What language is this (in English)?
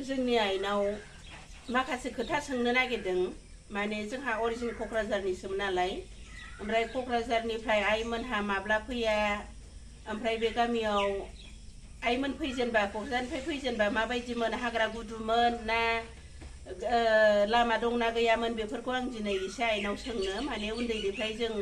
Bodo